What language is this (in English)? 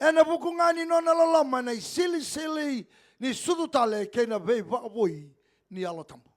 Fijian